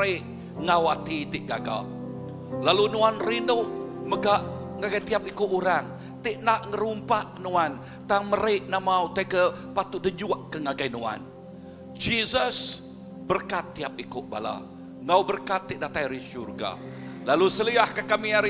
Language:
Iban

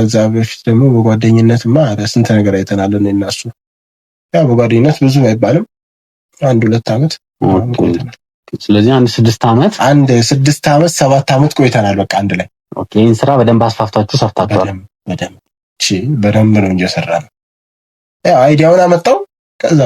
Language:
Amharic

